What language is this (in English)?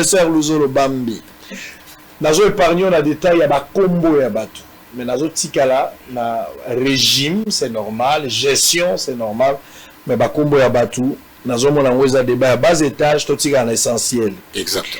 Lingala